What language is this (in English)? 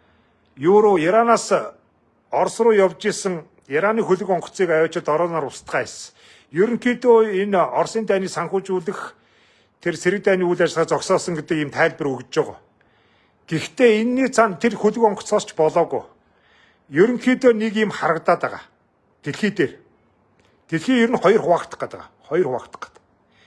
Mongolian